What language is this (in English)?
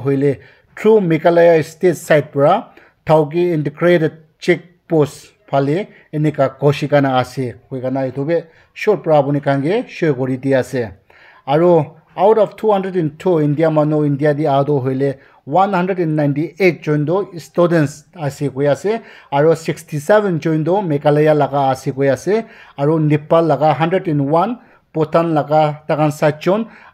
Naga Pidgin